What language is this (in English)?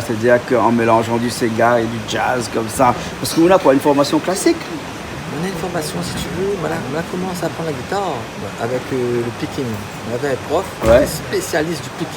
Réunion Creole French